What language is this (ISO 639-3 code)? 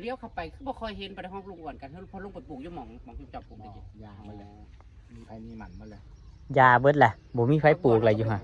tts